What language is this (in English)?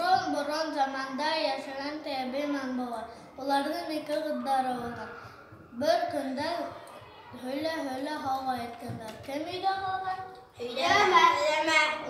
Bashkir